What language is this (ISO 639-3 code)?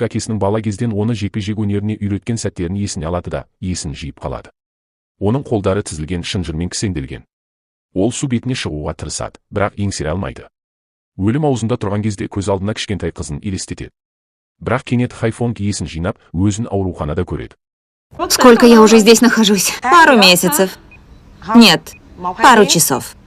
kaz